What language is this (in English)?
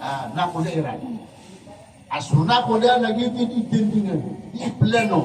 Maranao